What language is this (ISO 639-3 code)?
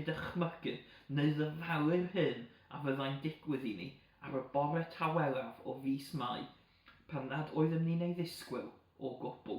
cym